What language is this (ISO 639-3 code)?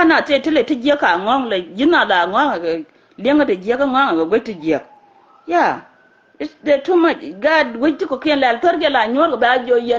nus